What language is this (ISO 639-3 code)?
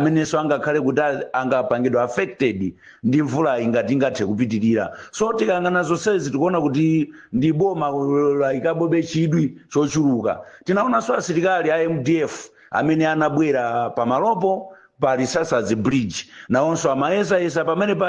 nya